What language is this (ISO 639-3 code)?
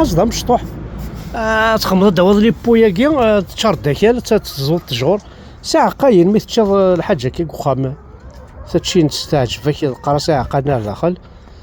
kab